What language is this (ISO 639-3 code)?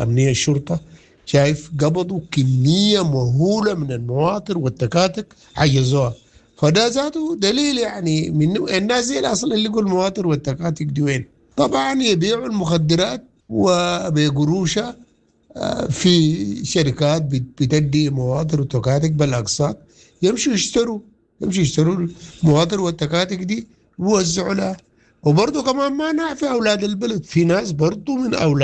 apd